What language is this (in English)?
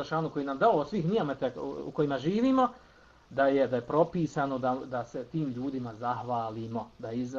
Bosnian